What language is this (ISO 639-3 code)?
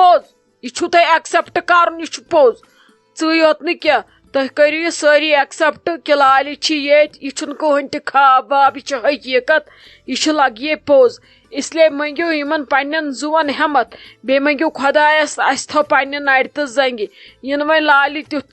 kas